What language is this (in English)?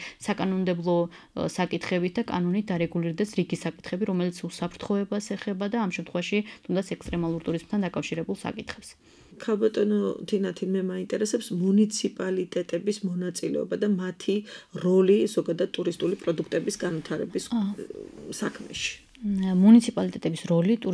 Georgian